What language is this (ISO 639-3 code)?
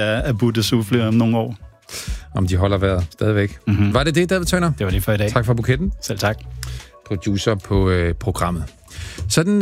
dan